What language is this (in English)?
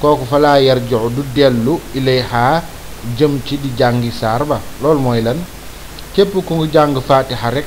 Wolof